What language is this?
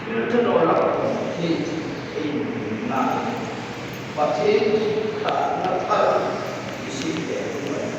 Hmar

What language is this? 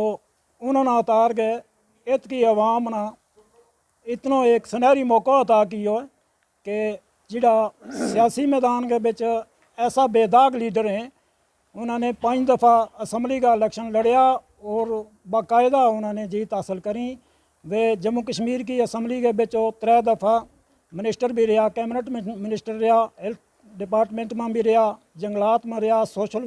Gujari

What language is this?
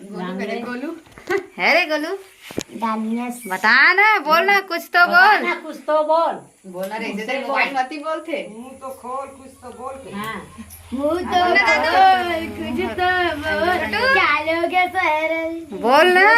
Chhattisgarhi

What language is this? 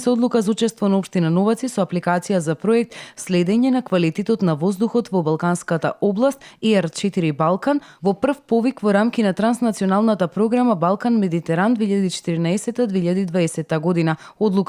Macedonian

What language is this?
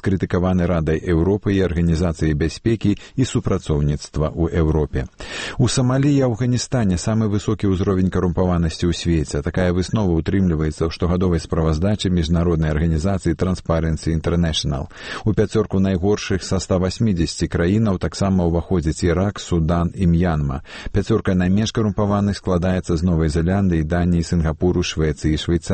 Belarusian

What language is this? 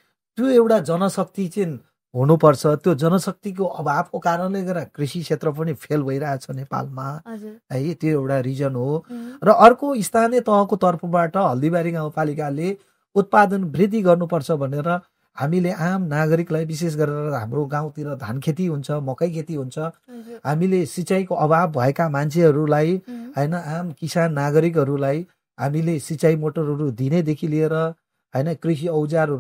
Nepali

